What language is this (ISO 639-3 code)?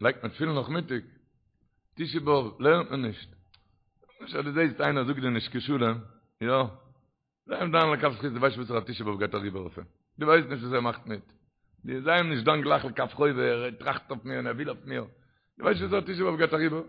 yid